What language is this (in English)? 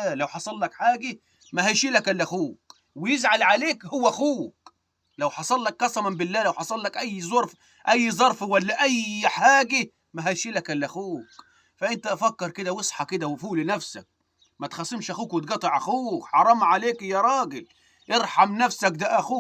Egyptian Arabic